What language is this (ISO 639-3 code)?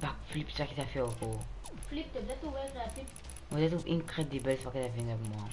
mfe